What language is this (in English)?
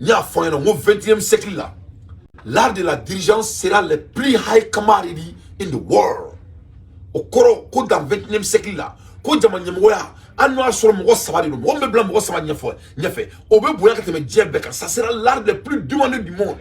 Bambara